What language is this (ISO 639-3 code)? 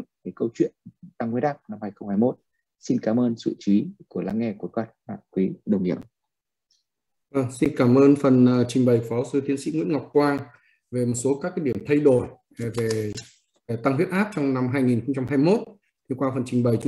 vie